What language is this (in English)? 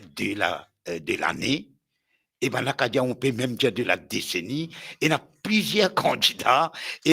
Morisyen